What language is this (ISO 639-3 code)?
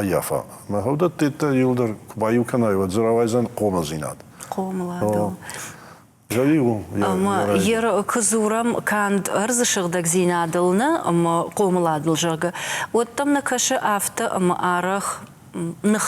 oss